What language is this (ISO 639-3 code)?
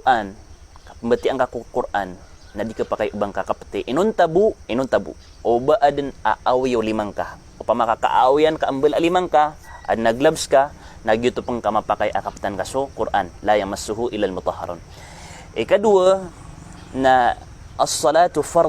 mrw